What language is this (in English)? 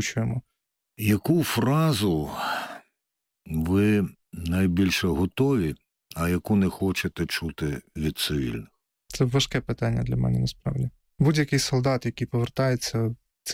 Ukrainian